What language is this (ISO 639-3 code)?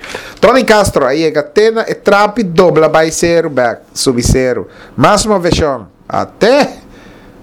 pap